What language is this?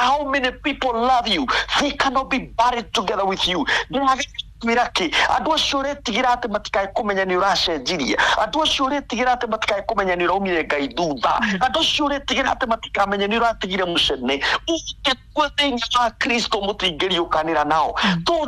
Kikuyu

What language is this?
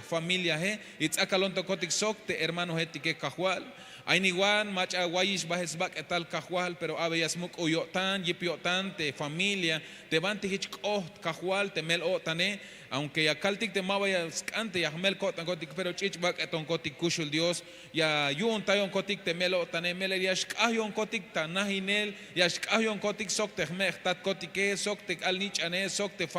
Tzeltal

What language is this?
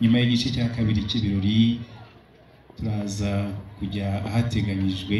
Kinyarwanda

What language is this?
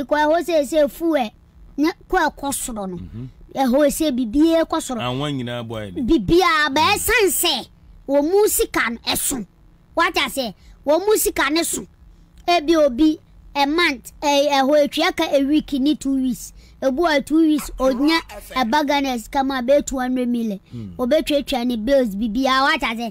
Akan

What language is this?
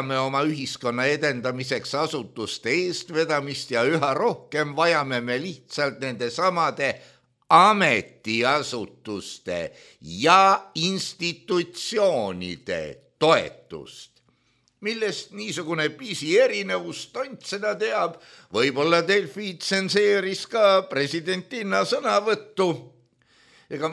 Estonian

